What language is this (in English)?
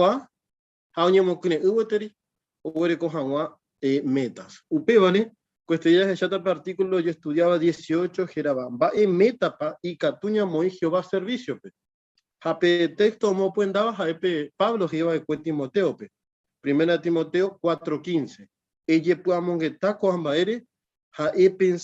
Guarani